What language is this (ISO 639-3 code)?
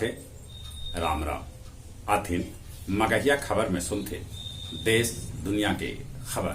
mag